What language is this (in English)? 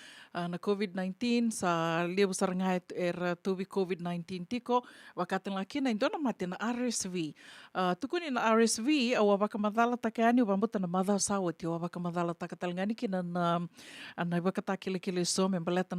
Fijian